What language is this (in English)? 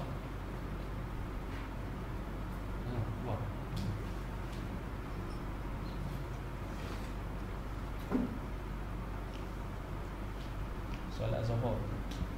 Malay